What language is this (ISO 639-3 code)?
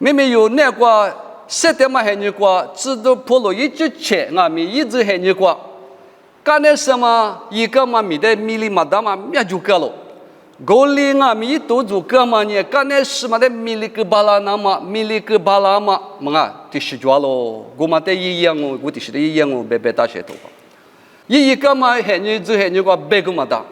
lis